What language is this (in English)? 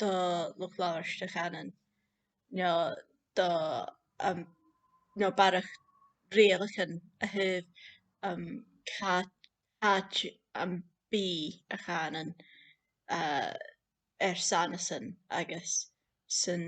Scottish Gaelic